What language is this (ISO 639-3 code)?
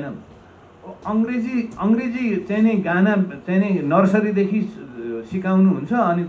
nep